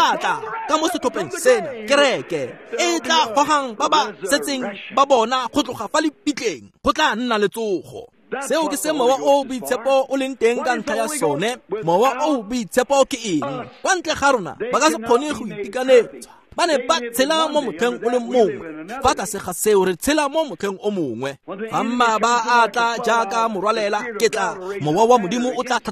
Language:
Tswana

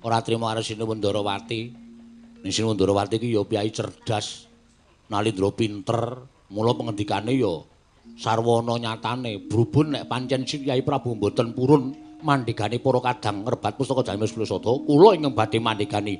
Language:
Javanese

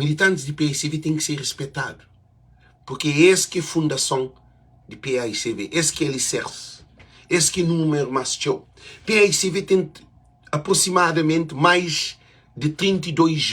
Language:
Kabuverdianu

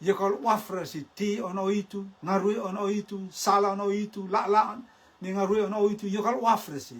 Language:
Rotuman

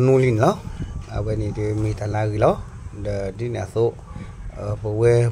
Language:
S'gaw Karen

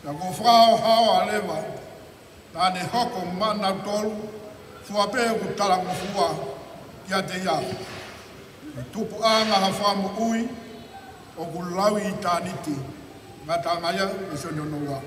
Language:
Tongan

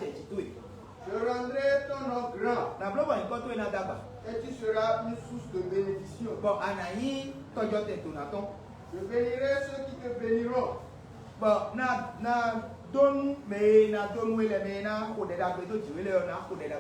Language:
Fon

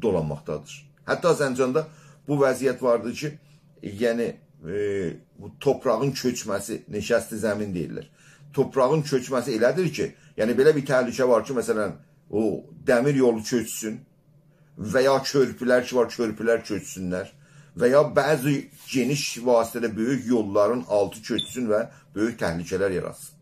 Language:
South Azerbaijani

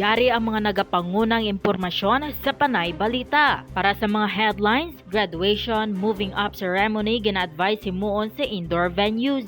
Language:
Hiligaynon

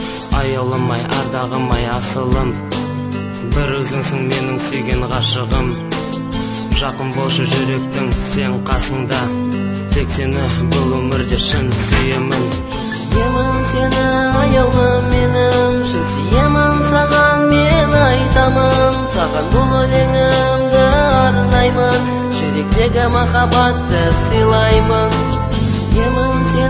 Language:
Kazakh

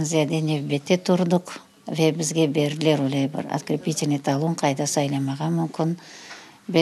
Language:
Crimean Tatar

